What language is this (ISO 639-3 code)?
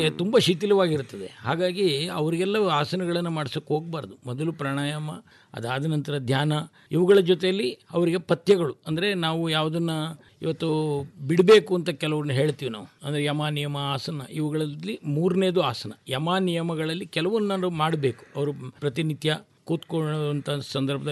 kan